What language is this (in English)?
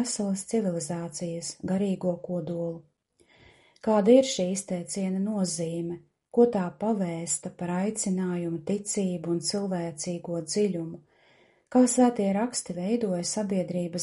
Latvian